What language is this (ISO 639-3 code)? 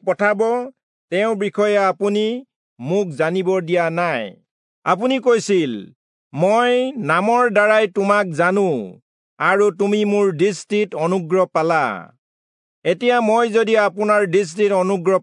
asm